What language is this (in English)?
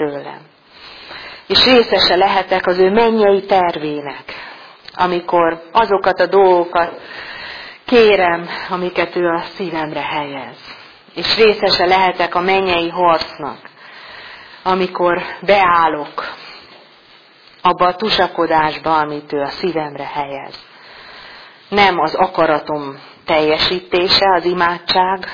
Hungarian